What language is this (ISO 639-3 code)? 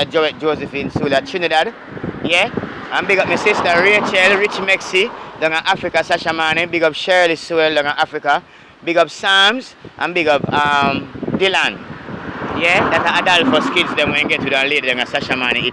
jam